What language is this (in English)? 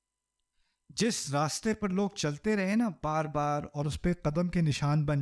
Urdu